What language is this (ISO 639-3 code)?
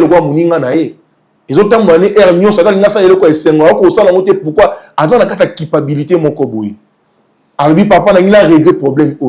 lin